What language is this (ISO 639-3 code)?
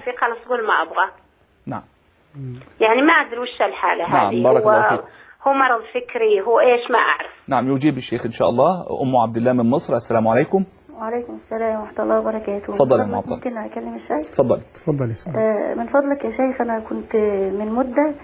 ara